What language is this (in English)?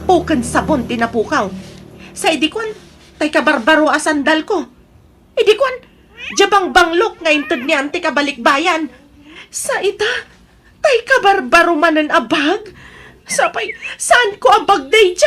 Iloko